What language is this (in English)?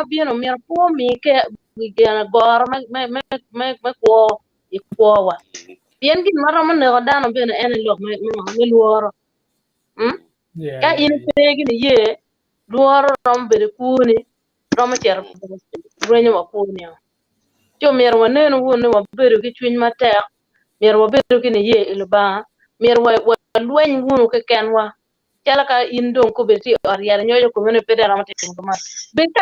Acoli